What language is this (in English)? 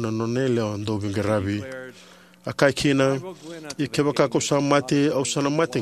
Fijian